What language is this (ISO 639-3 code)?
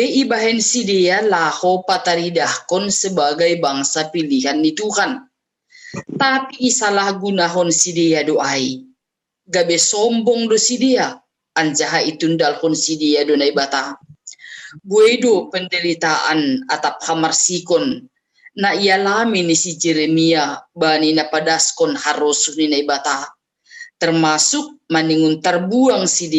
bts